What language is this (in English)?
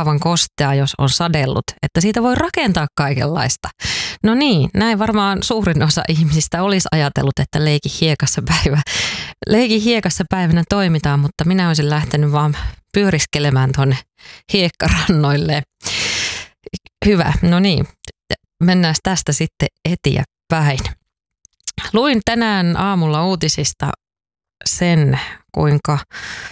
Finnish